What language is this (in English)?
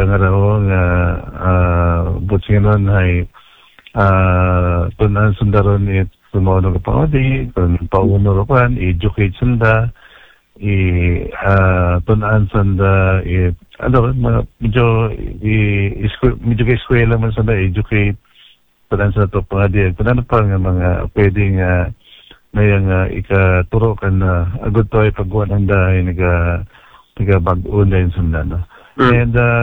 Aklanon